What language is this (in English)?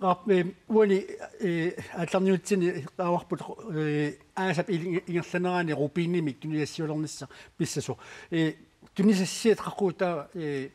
Kalaallisut